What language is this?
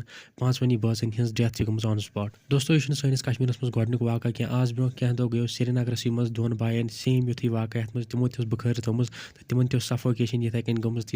Kashmiri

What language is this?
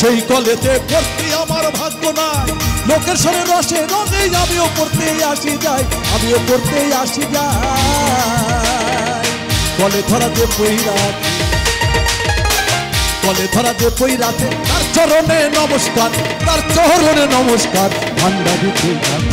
Bangla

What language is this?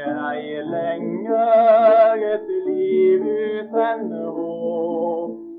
Norwegian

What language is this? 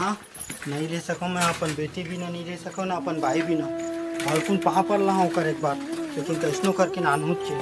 Chhattisgarhi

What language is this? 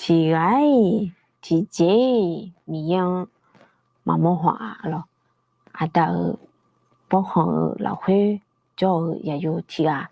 Akha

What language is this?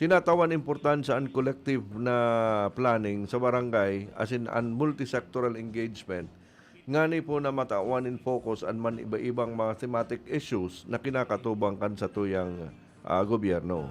Bikol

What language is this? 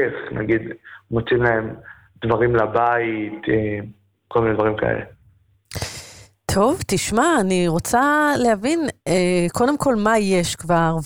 Hebrew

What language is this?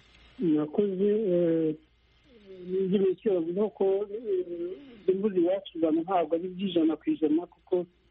Kinyarwanda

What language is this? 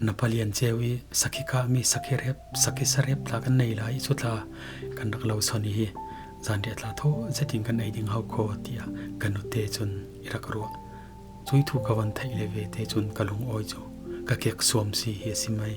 Falam Chin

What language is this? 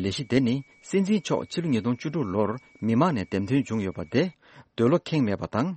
Tibetan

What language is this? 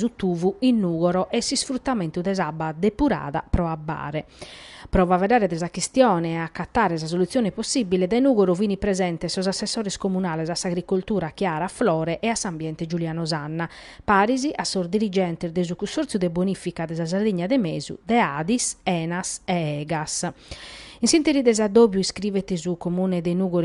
Sardinian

